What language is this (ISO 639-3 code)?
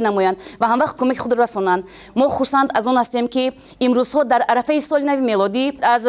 tgk